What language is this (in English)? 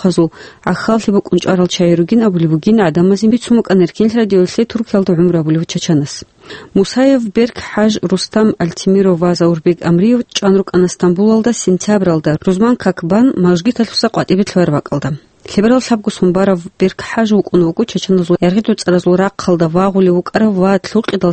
Avaric